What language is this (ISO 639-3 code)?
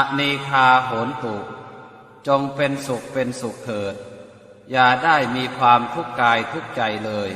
pli